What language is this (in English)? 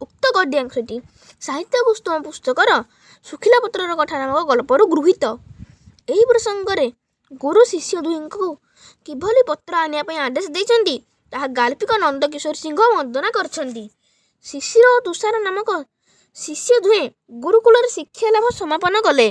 Odia